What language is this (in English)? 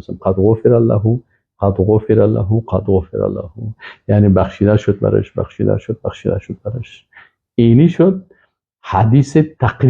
Persian